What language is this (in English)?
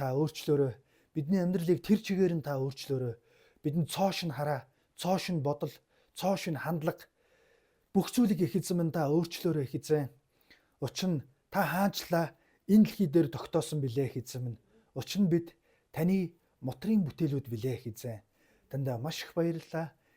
Mongolian